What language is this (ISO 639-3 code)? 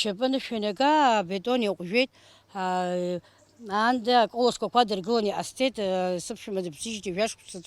abk